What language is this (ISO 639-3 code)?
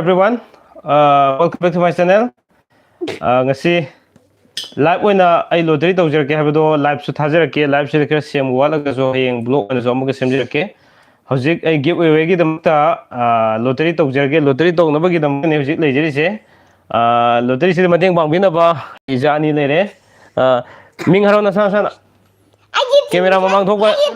mni